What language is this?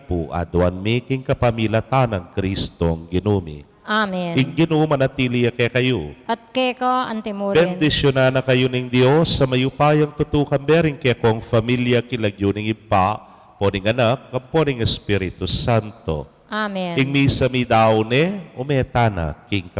Pampanga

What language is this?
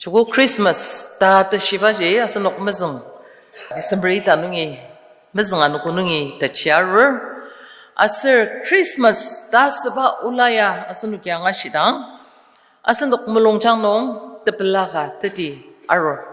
Ao Naga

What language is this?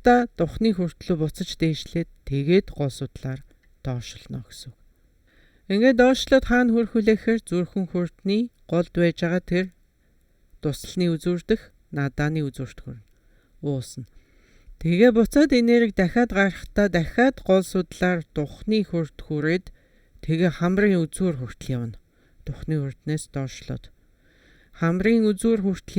Mongolian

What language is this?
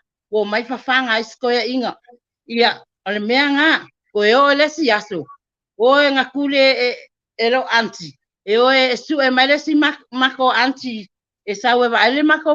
Samoan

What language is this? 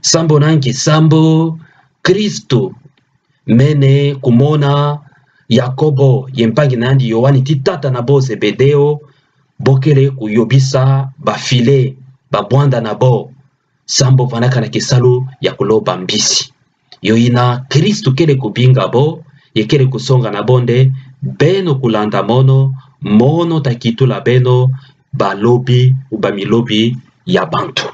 Kituba (Democratic Republic of Congo)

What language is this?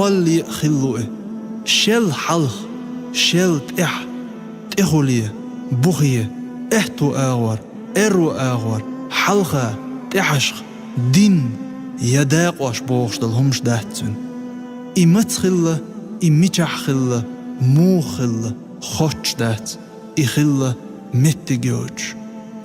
Chechen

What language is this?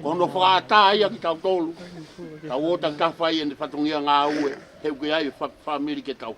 Tongan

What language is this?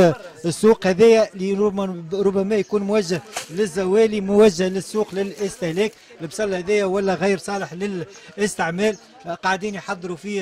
Tunisian Arabic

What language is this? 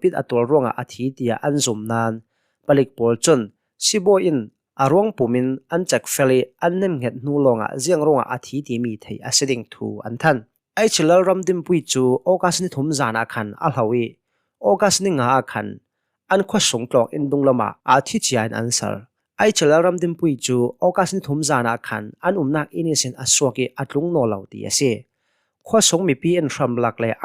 Hakha Chin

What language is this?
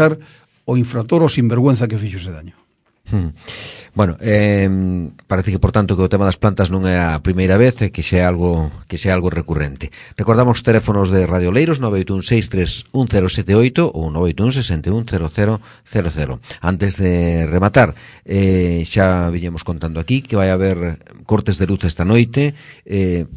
Galician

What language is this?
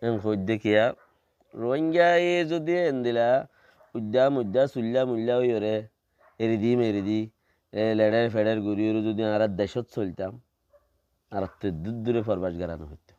Rohingya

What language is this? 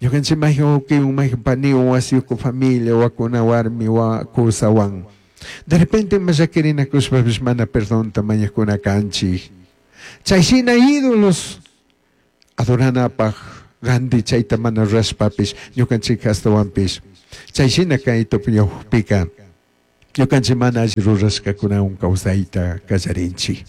Chimborazo Highland Quichua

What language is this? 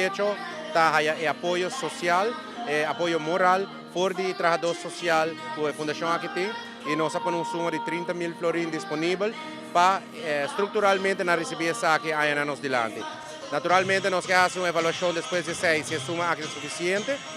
Papiamento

